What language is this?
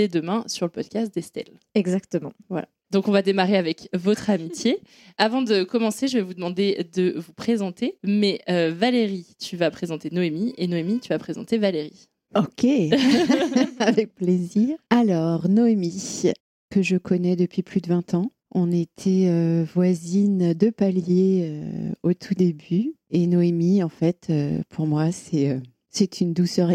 French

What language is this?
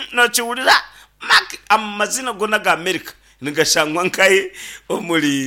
Nyankole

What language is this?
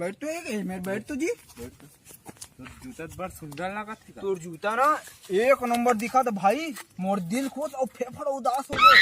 Chhattisgarhi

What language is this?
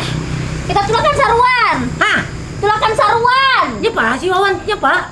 Banjar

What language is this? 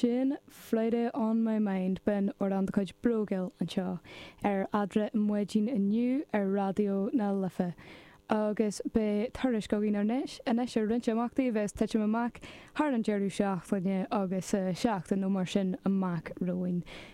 Irish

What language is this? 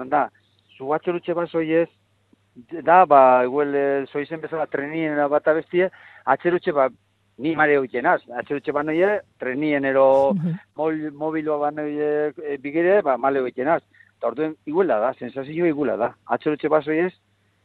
Basque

